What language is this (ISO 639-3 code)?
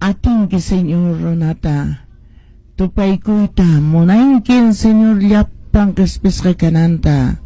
que